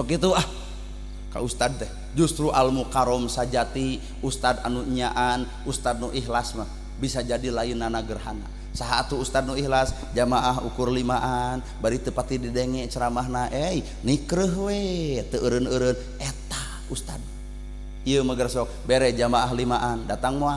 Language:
Sundanese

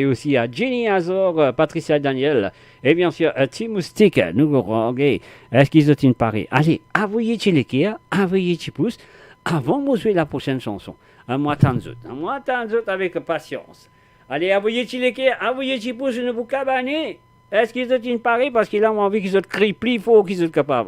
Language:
Morisyen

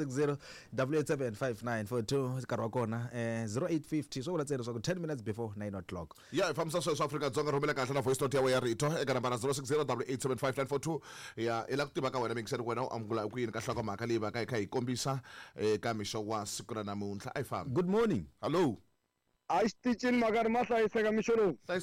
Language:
Tsonga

